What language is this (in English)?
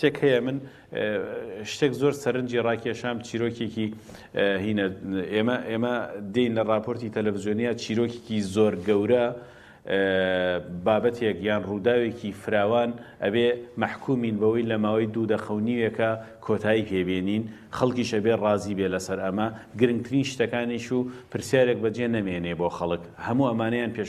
Central Kurdish